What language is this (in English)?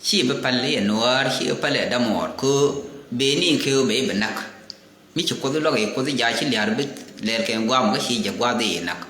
Nuer